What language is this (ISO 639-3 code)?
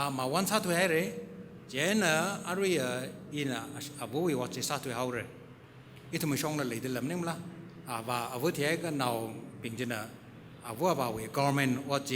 nmf